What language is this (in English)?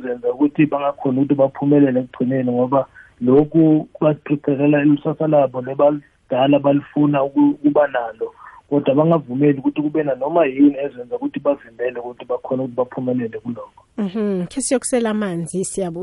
South Ndebele